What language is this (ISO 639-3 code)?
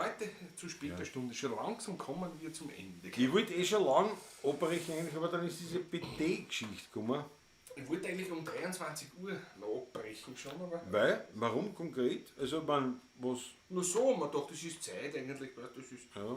bar